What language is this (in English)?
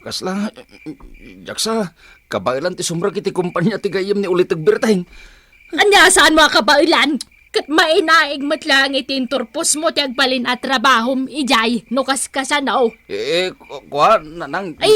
Iloko